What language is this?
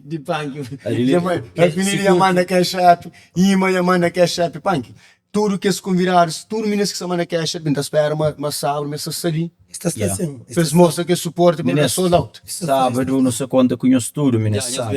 Kabuverdianu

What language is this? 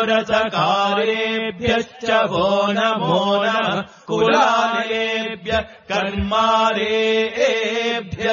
Sanskrit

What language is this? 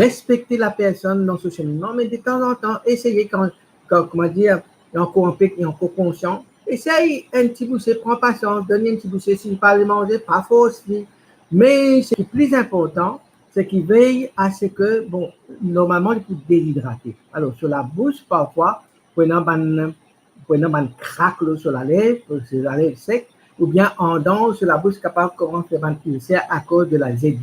Morisyen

